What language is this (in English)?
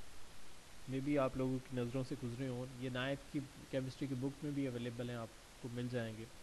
Urdu